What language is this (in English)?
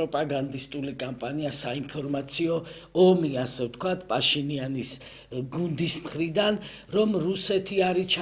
Georgian